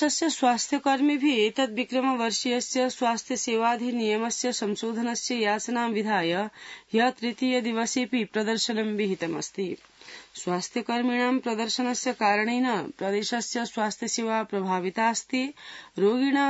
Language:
Sanskrit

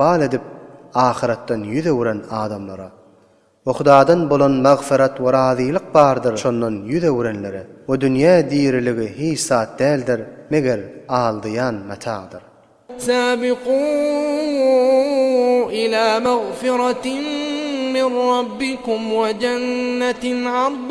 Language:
Turkmen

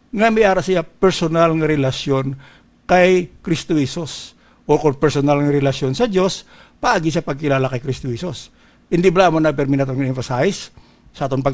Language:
Hiligaynon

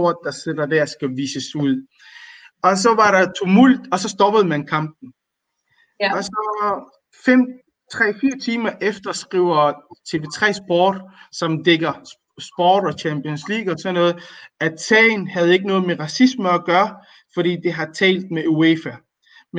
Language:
Danish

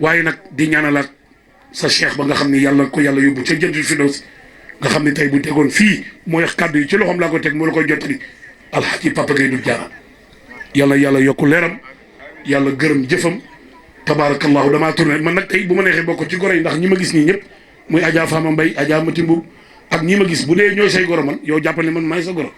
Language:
Wolof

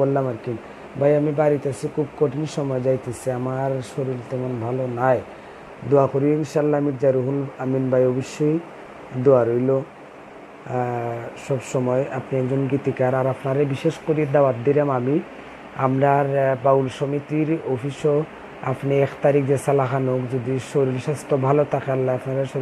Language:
Sylheti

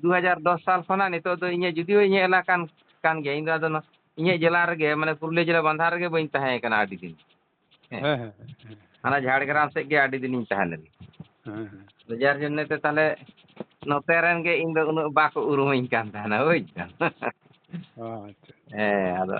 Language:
Santali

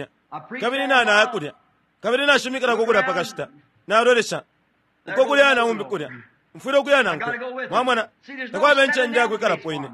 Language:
Bemba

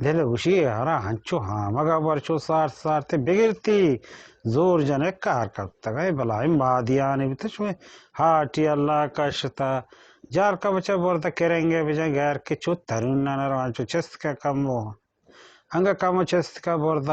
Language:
Baluchi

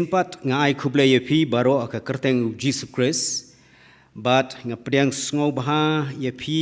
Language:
Khasi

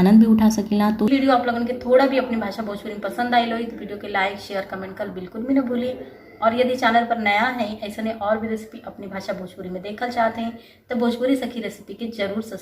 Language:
Bhojpuri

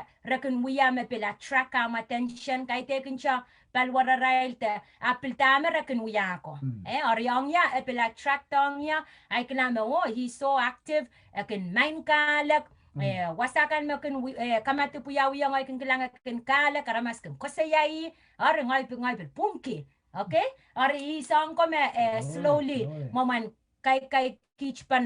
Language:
Pohnpeian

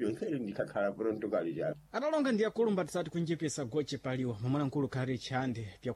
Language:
Sena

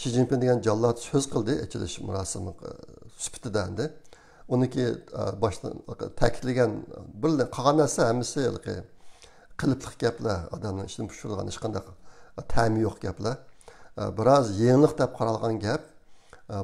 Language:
Uyghur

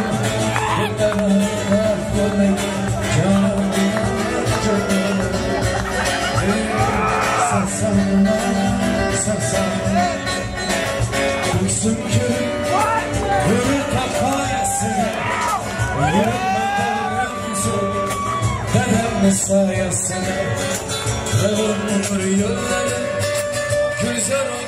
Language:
Turkish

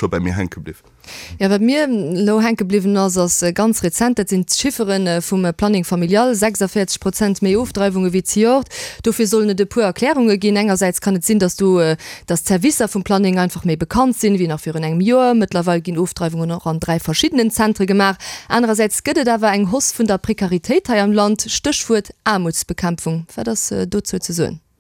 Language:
Luxembourgish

